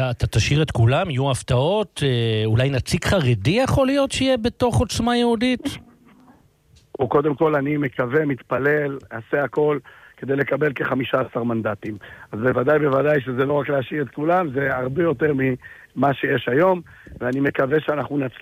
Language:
Hebrew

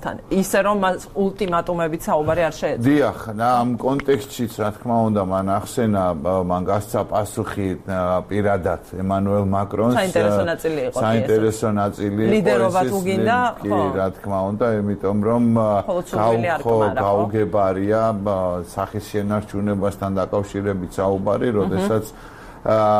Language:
Georgian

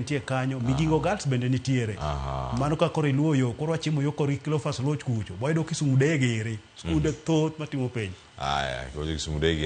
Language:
Luo (Kenya and Tanzania)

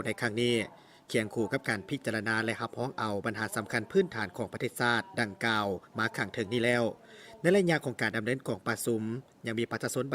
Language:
Lao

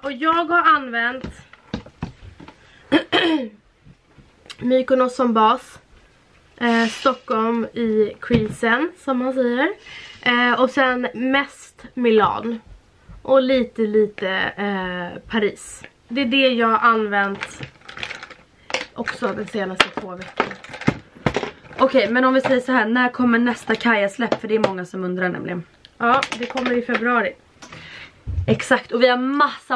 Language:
Swedish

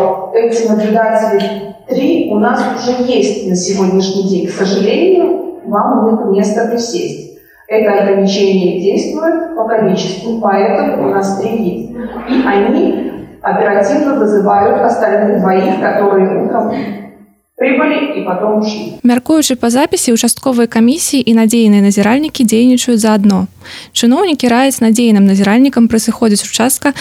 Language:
Belarusian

